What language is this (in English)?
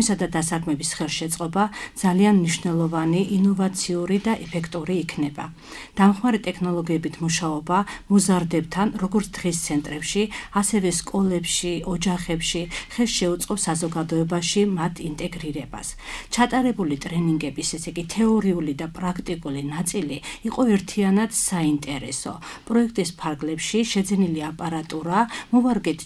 Georgian